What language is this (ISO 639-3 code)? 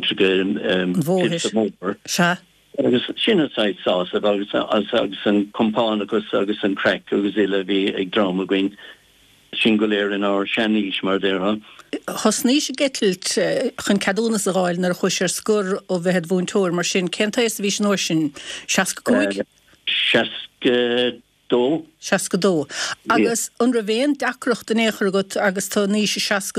gle